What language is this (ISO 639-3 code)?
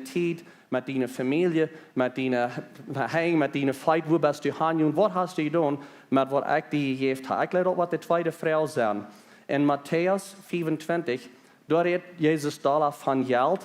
pdt